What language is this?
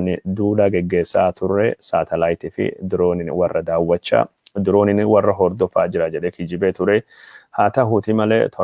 Oromo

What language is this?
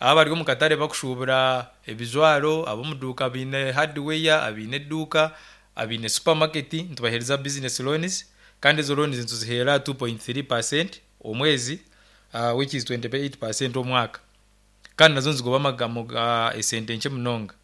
Nyankole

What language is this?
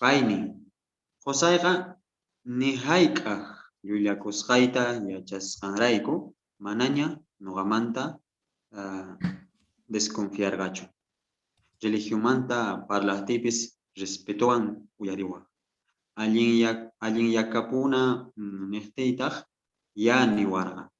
South Bolivian Quechua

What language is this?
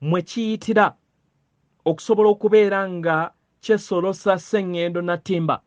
Ganda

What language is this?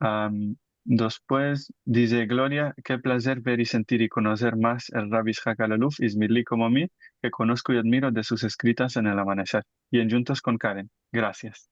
Ladino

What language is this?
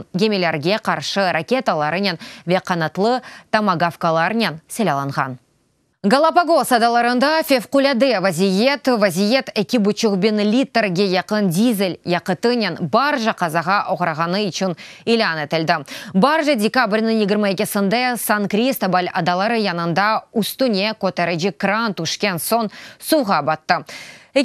Crimean Tatar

